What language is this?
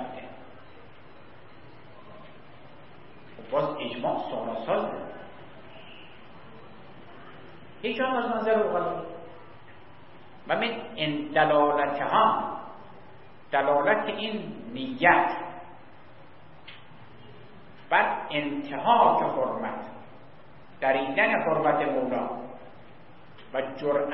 Persian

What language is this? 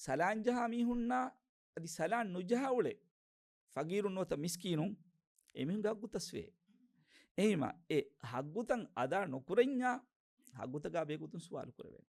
Divehi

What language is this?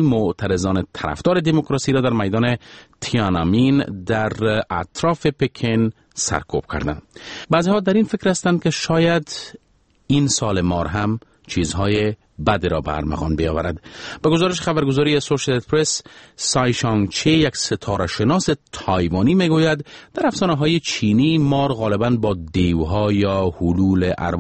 Persian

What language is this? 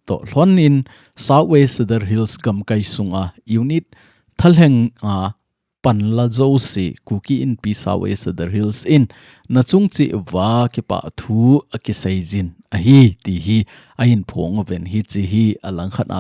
Thado Chin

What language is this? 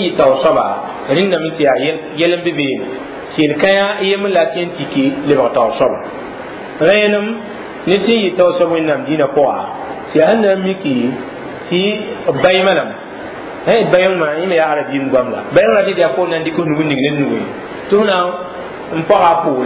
Mossi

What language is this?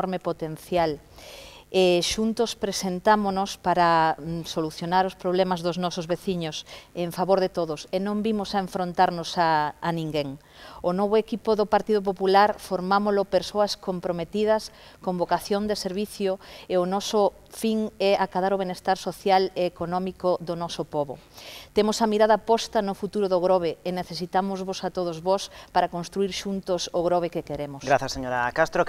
Galician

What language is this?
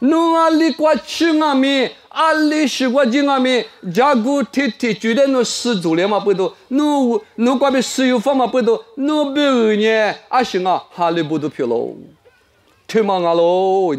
Lisu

